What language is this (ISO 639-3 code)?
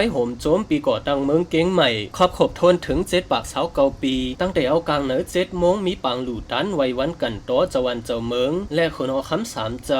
shn